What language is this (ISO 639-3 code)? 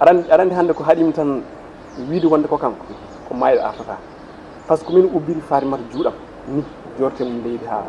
ful